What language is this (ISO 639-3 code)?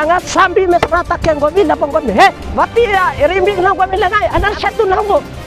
bhp